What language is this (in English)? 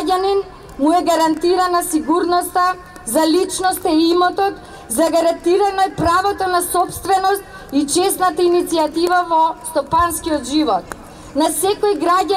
Macedonian